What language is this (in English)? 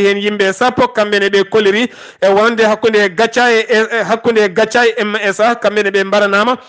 Fula